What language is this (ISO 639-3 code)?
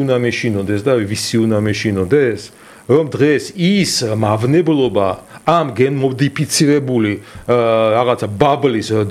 kat